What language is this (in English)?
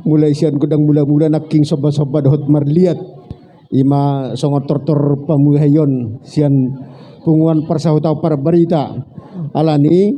Batak Toba